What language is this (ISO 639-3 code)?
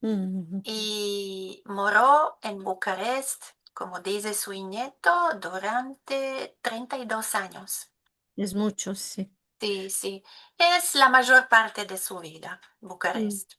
lad